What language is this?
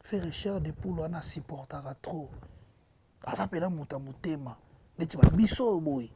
Lingala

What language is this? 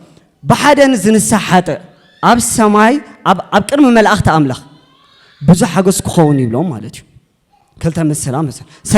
Tigrinya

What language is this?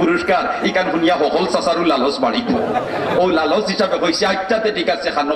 Sylheti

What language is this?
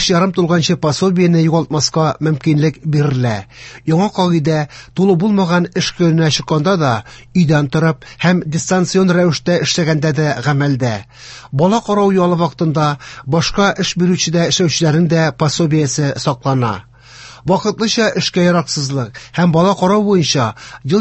Tatar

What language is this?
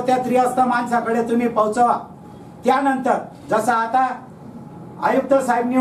Marathi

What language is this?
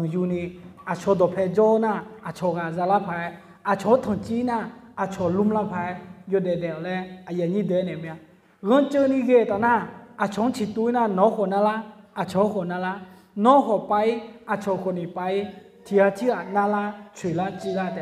Akha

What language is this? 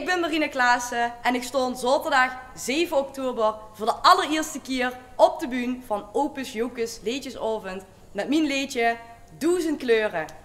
Limburgish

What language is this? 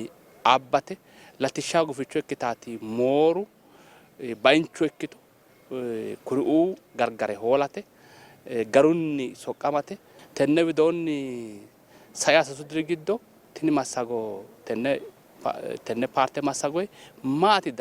Sidamo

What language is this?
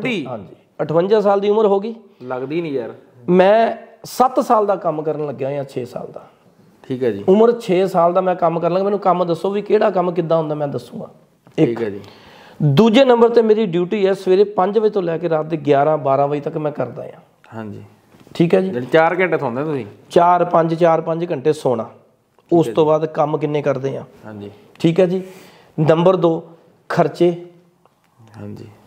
Punjabi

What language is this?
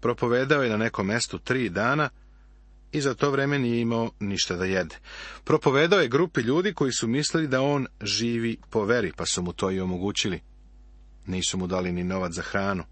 Serbian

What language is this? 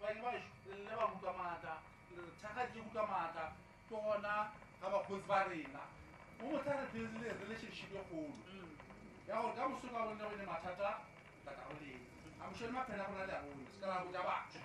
Northern Sotho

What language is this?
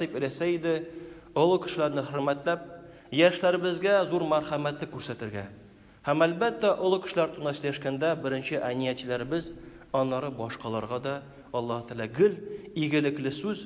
Tatar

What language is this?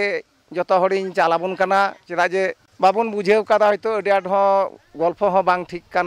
Santali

